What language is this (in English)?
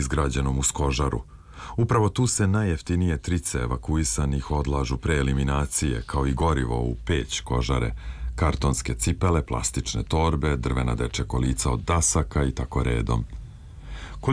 Serbian